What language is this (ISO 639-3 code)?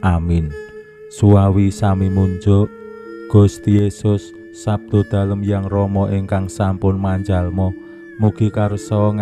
jav